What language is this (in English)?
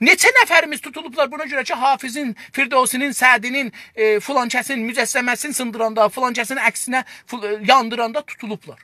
South Azerbaijani